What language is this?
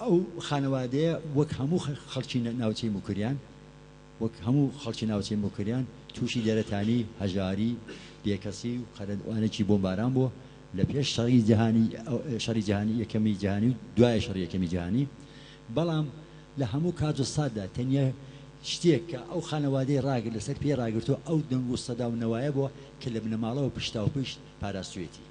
Central Kurdish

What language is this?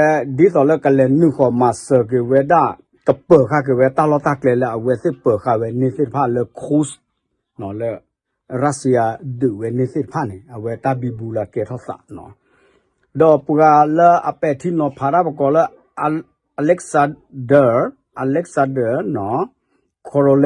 S'gaw Karen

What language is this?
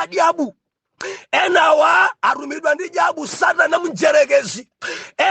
Nyanja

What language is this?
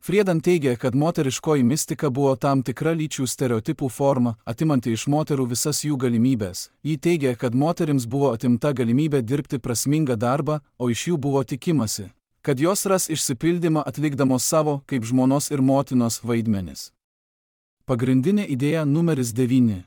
Lithuanian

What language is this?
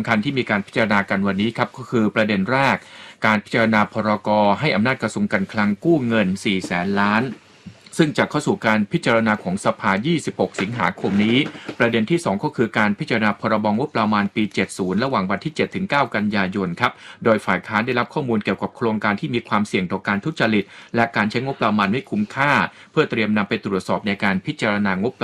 Thai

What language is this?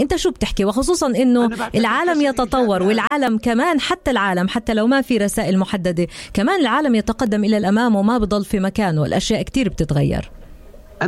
North Levantine Arabic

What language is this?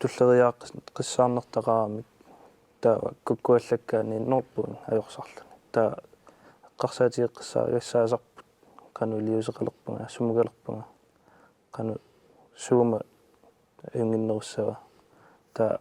Kalaallisut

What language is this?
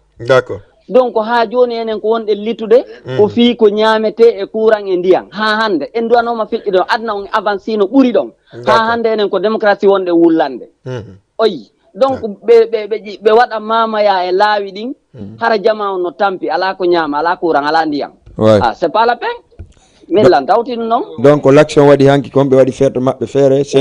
Fula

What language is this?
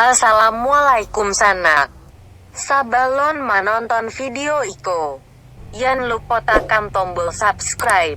Minangkabau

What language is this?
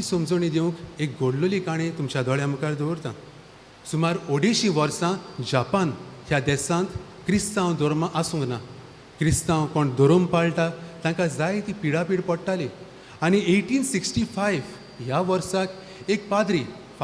Konkani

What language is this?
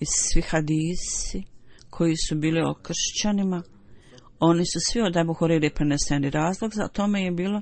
Bosnian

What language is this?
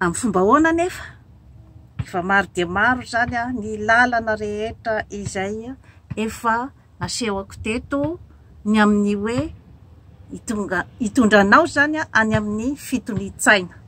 Malagasy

